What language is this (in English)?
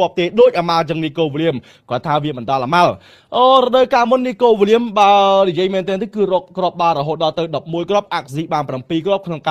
Khmer